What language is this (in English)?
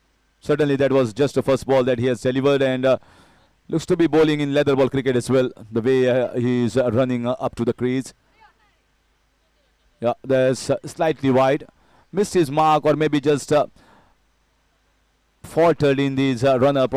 English